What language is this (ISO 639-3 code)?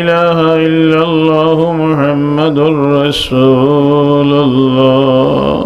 syl